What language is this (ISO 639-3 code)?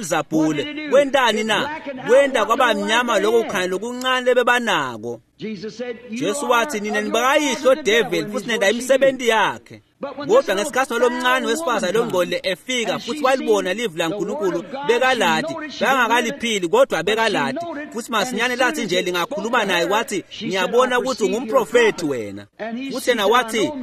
ssw